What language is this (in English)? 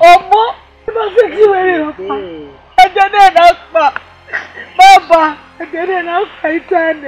Bini